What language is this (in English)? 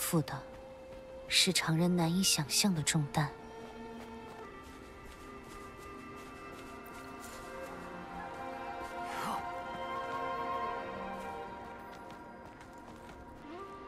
Chinese